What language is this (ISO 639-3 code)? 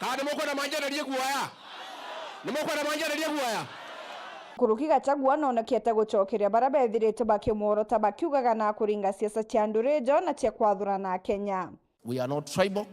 mer